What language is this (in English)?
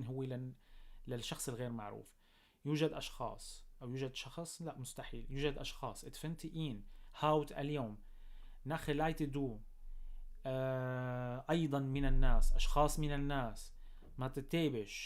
North Levantine Arabic